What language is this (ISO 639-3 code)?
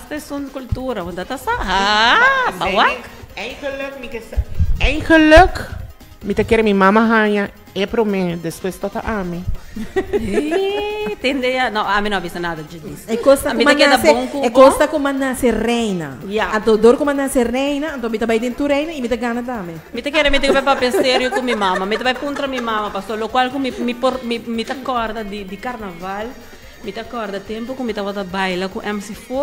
pap